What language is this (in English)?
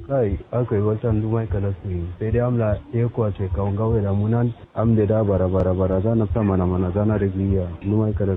Kanuri